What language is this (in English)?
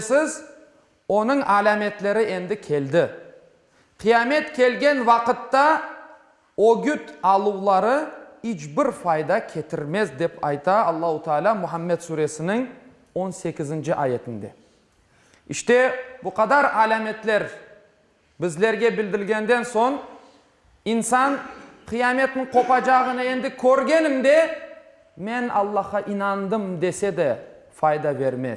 Crimean Tatar